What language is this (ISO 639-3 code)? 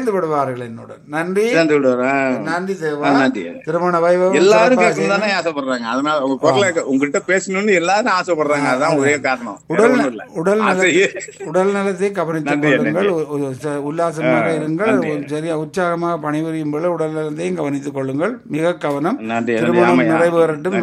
tam